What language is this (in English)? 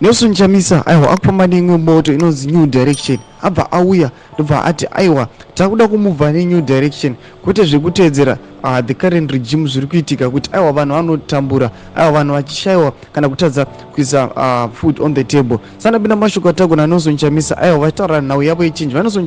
Shona